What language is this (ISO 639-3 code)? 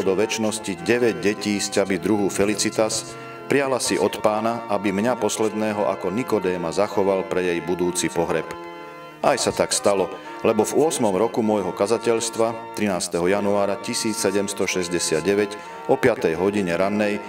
slk